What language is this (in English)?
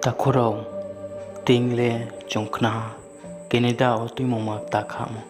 Riang (India)